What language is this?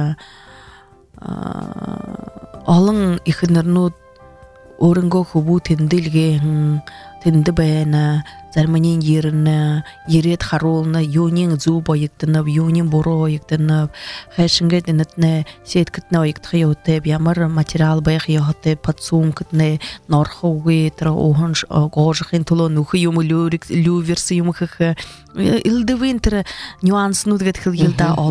Buriat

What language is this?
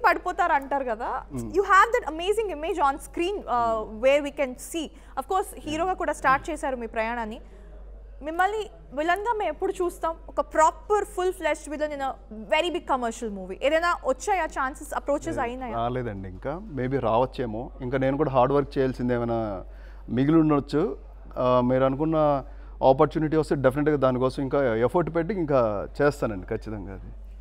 Telugu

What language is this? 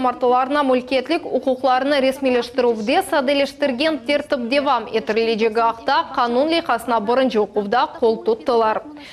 Crimean Tatar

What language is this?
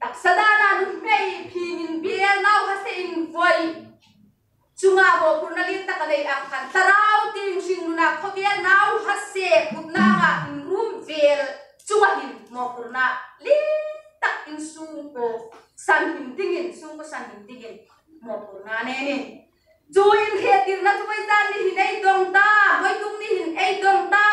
Hmar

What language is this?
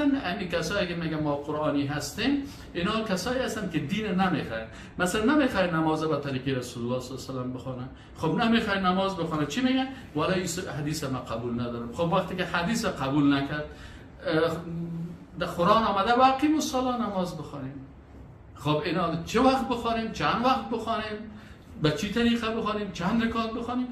Persian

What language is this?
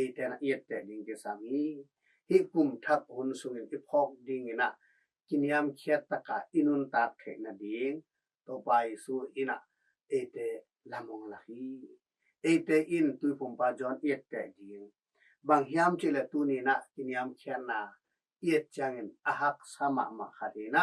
Tedim Chin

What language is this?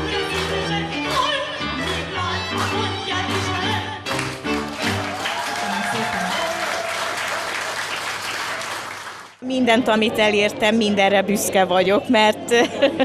Hungarian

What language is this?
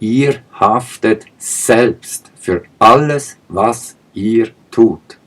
Swiss German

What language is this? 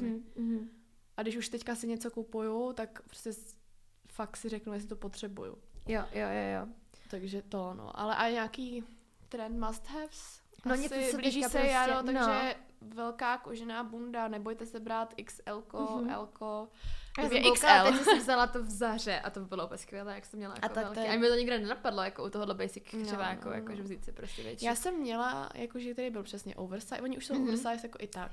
Czech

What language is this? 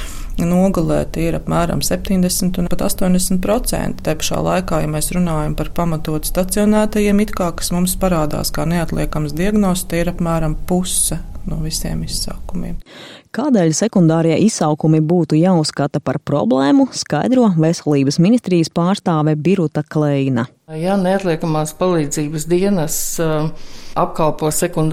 Latvian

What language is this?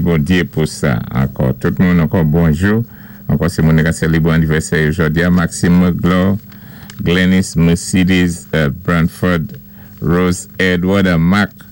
Saint Lucian Creole French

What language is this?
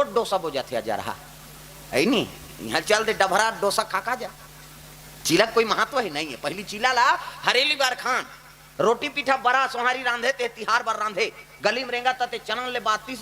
Chhattisgarhi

